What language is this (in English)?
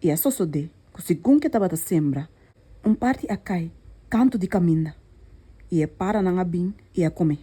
Papiamento